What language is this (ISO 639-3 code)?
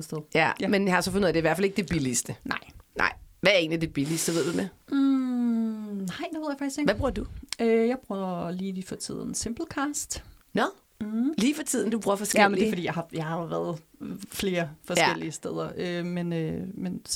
dan